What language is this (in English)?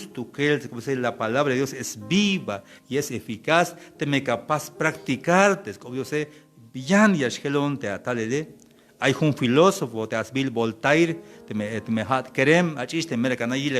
Tzeltal